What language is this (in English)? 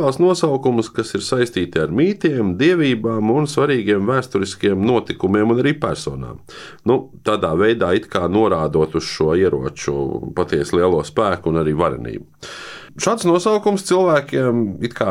Latvian